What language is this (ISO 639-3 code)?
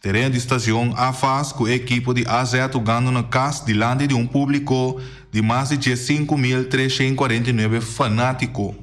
pap